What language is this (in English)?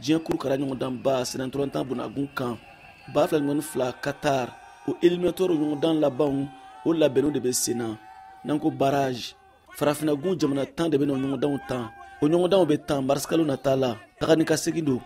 Bambara